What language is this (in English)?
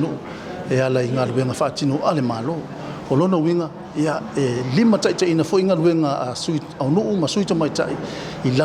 Samoan